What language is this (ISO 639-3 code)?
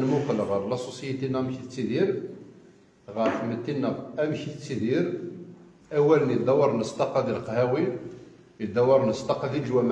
kab